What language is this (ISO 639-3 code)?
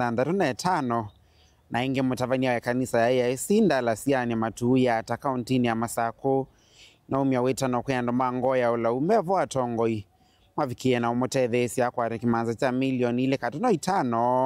kam